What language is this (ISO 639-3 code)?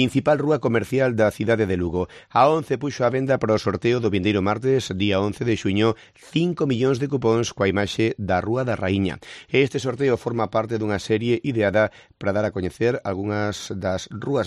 glg